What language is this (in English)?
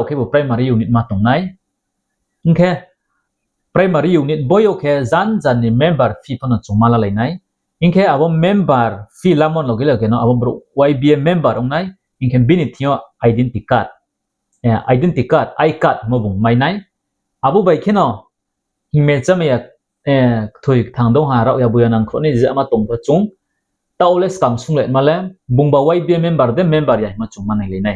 Riang (India)